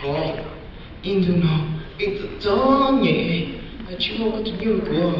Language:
Hmong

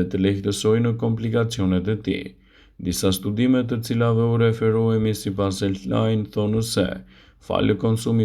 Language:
Albanian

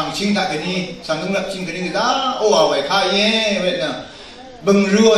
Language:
Rawang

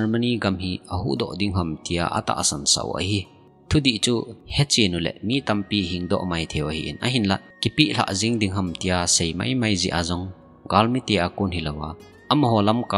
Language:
Thado Chin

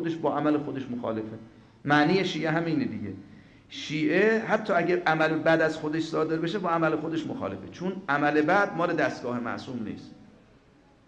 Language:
Persian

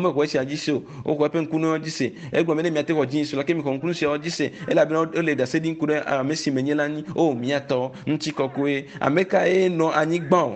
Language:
Ewe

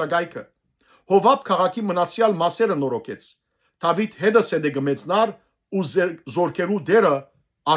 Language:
Western Armenian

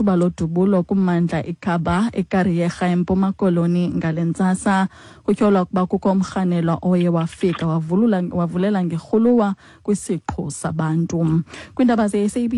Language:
Xhosa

